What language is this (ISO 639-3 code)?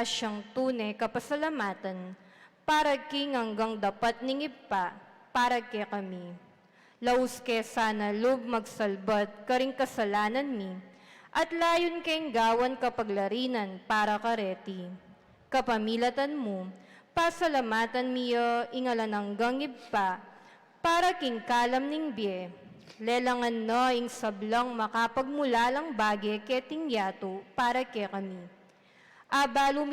pam